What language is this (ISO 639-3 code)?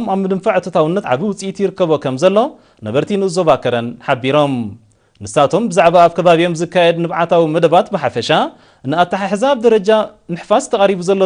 tir